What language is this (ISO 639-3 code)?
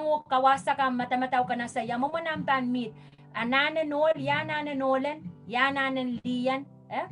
pon